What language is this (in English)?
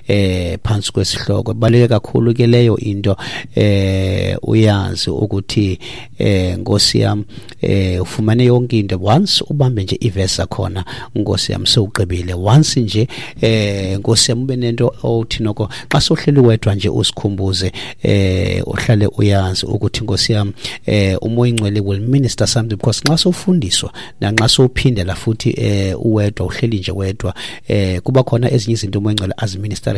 Xhosa